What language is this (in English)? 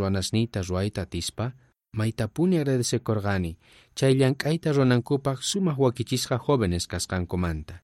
South Bolivian Quechua